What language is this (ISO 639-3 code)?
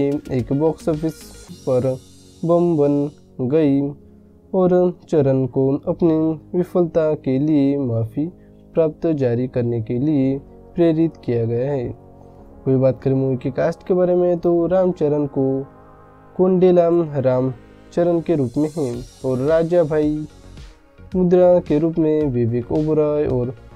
hin